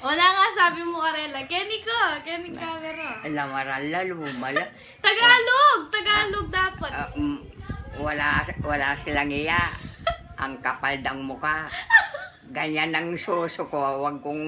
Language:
Pampanga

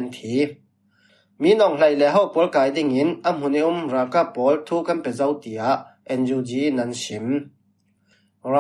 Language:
Falam Chin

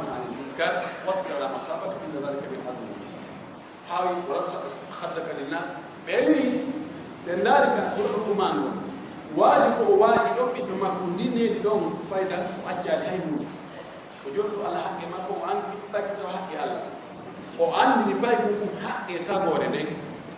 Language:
Pular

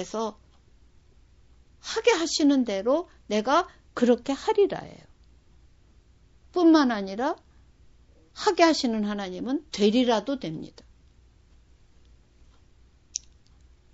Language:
Korean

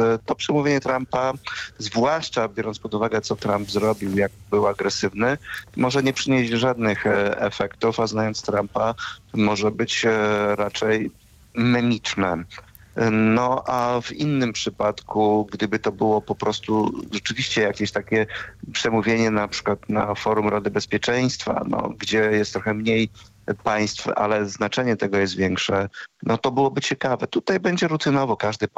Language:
Polish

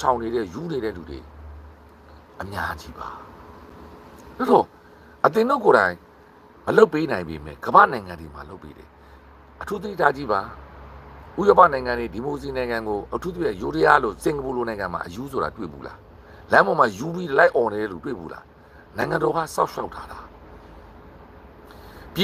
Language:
Burmese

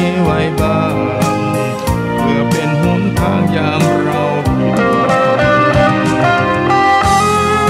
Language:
Thai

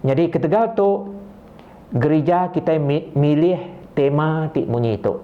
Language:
Iban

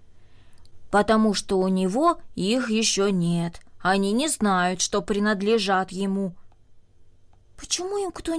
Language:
Russian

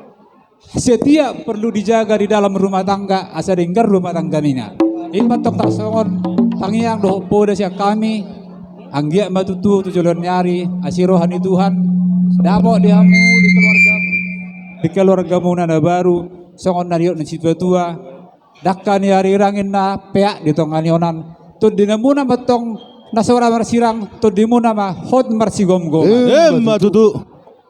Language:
Batak Toba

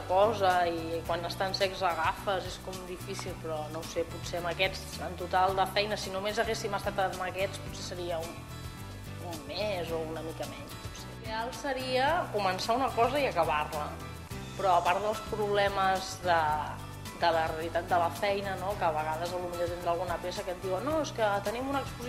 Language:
Catalan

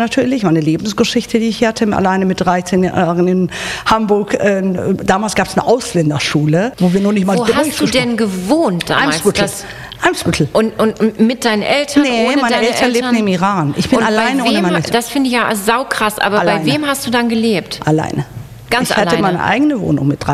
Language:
German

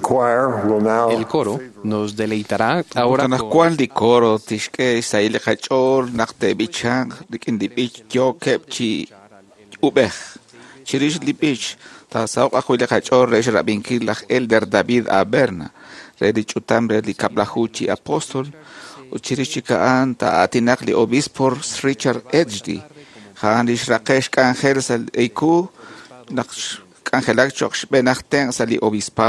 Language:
Kekchí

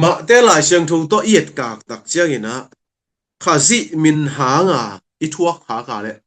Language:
Tedim Chin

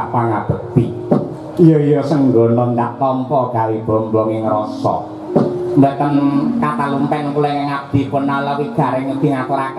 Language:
Javanese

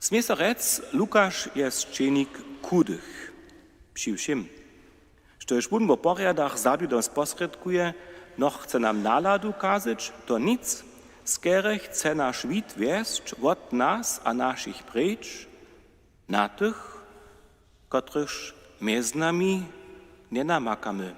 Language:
Upper Sorbian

